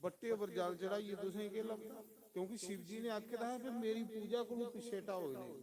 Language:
Dogri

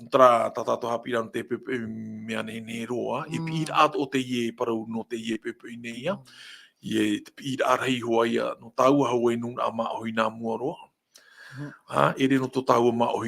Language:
Tahitian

